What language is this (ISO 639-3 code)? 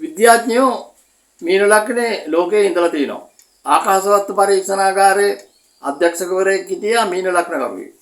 sin